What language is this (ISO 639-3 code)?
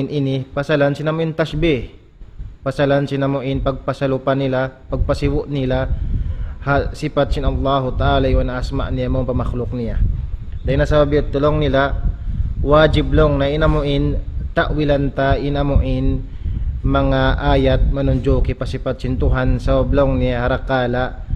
tsg